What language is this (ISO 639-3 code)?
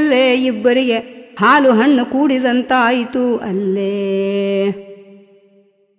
kan